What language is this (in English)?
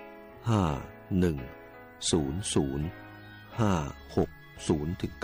Thai